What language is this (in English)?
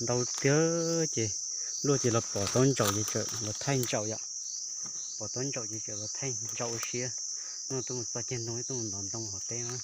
Hmong